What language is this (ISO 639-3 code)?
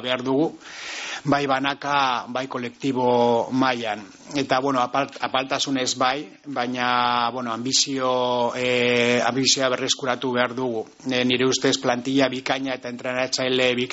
eus